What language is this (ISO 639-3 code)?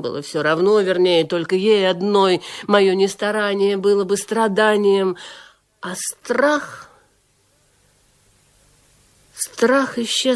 rus